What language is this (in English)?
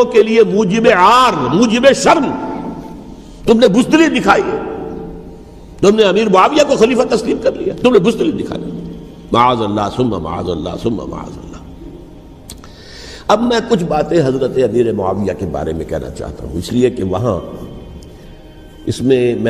Urdu